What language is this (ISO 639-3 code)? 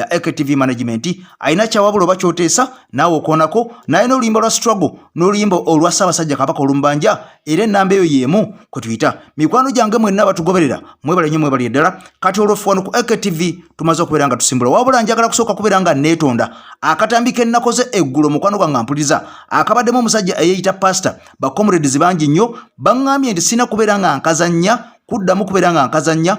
lug